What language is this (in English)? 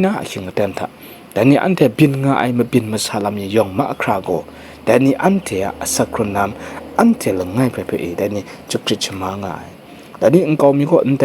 Kachin